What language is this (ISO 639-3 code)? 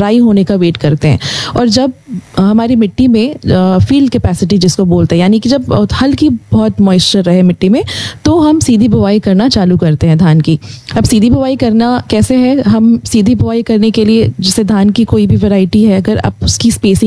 hin